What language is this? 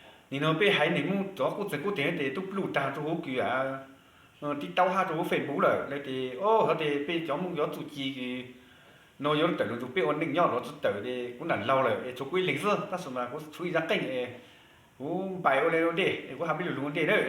Hmong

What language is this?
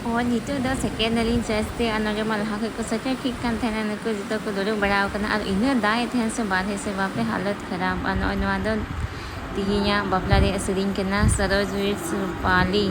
Santali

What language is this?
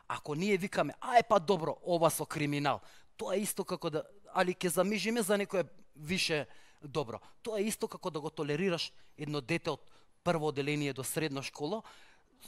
Macedonian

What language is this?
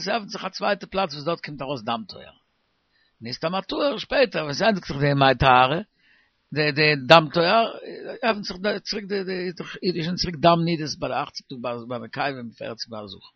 Yiddish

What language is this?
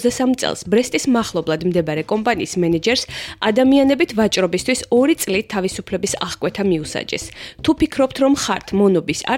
Georgian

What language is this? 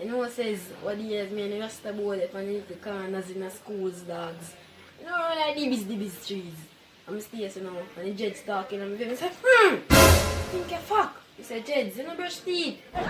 Jamaican Creole English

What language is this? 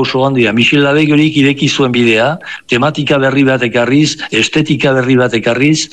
Basque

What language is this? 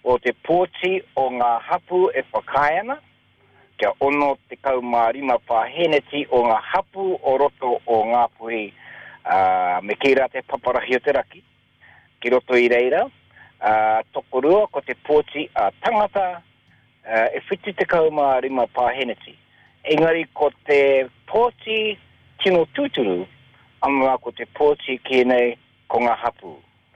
Māori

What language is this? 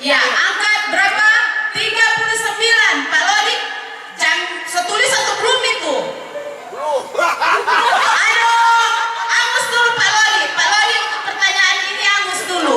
Manado Malay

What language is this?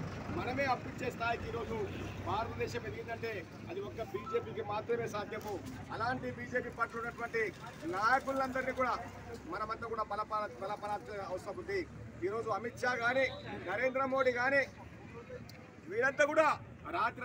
Telugu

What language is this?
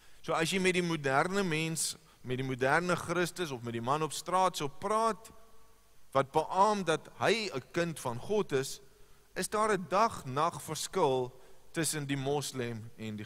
Afrikaans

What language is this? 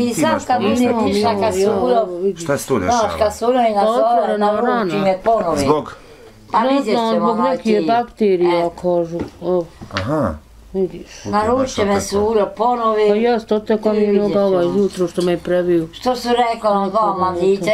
Bosnian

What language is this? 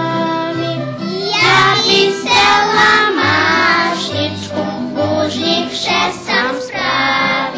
Rusyn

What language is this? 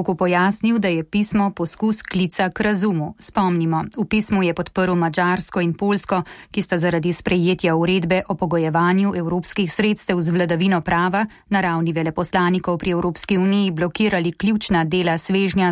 Slovenian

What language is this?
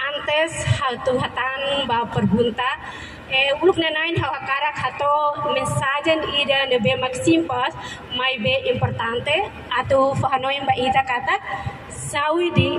Tetum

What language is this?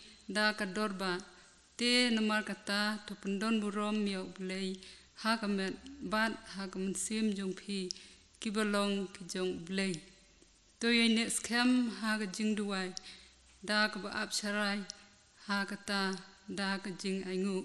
Khasi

